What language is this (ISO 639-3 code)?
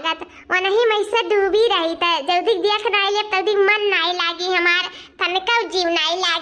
awa